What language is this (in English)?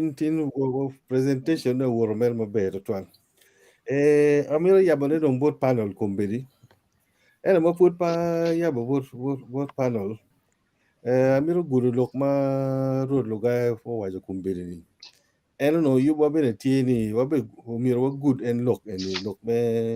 Acoli